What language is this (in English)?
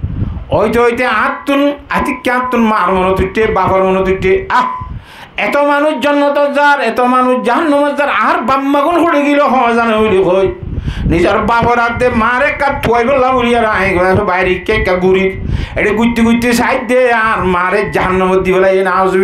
Rohingya